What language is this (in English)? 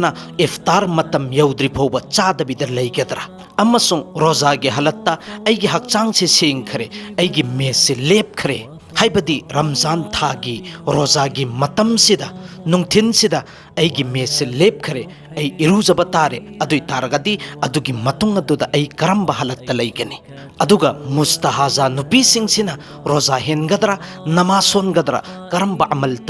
Manipuri